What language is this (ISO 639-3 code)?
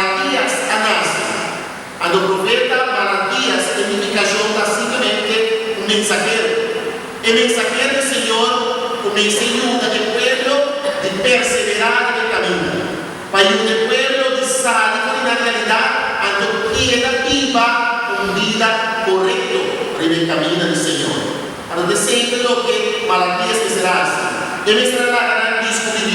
pap